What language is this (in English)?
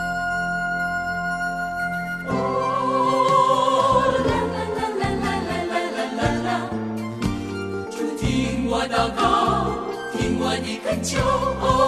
Chinese